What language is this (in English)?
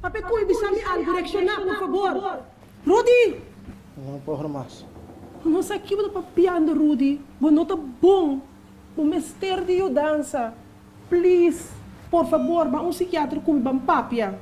Papiamento